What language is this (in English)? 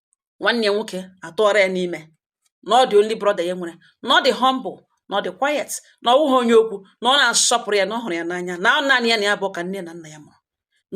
Igbo